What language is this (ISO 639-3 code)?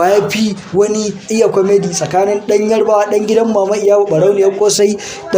hau